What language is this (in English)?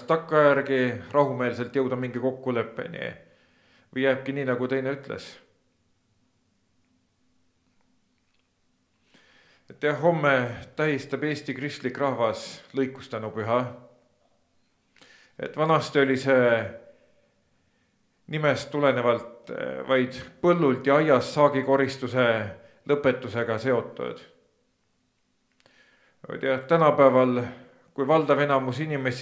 Estonian